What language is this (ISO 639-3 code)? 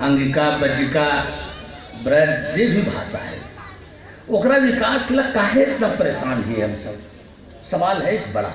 mag